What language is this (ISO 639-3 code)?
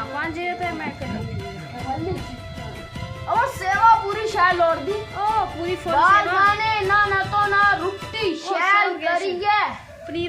doi